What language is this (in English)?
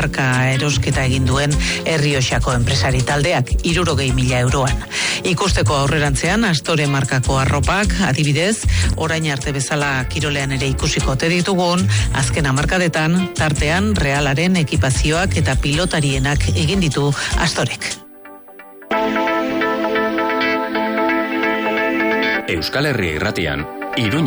Basque